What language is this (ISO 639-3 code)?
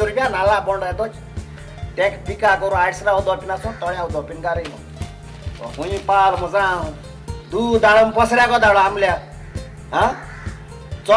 kok